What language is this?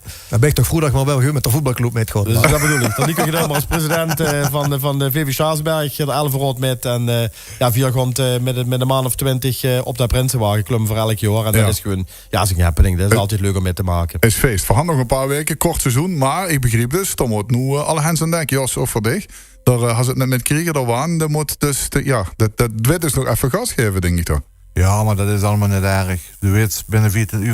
Limburgish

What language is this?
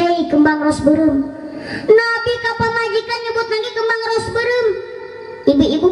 Sundanese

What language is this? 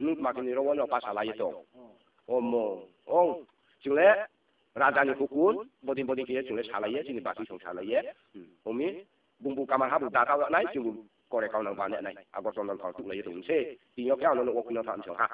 Riang (India)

